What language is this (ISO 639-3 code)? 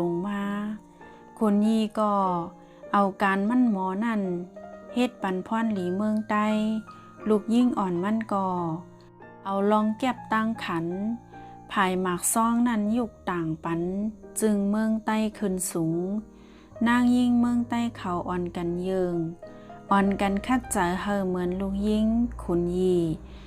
shn